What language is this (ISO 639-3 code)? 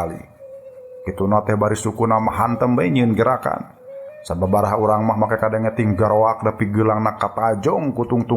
sun